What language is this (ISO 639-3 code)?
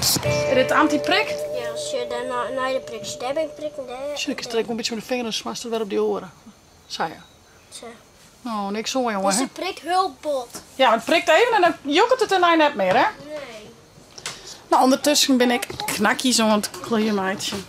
fry